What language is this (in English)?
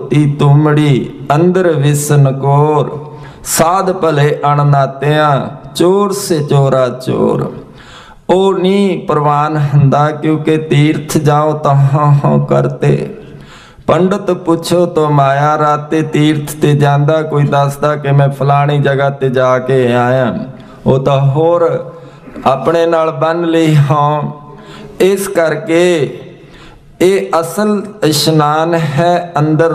Punjabi